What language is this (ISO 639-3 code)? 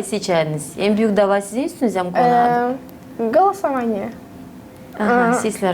gag